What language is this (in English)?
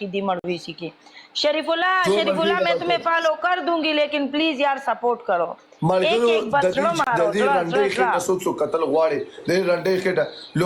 Pashto